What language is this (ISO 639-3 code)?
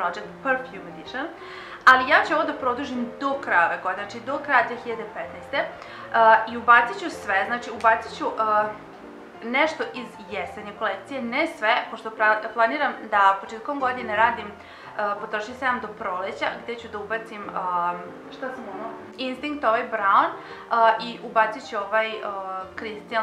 srp